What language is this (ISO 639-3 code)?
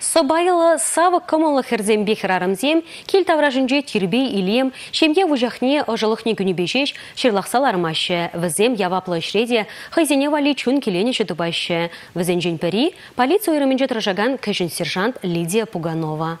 chv